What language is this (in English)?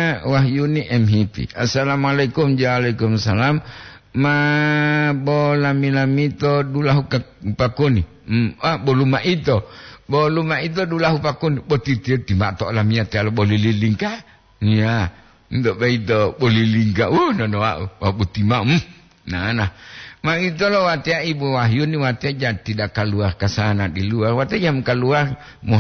Gorontalo